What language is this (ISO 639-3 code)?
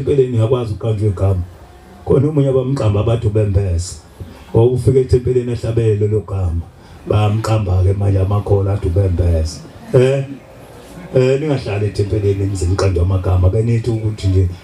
zul